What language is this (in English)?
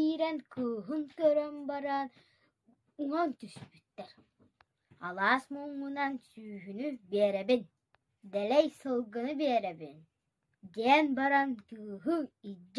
Yakut